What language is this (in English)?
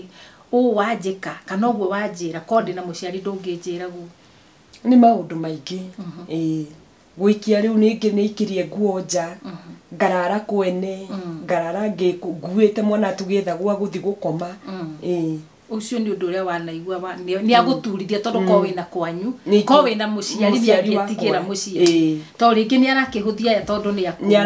Kikuyu